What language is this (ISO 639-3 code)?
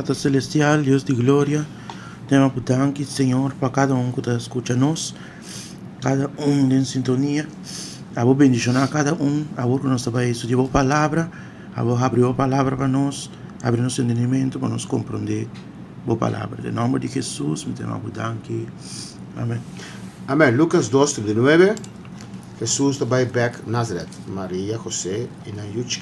pap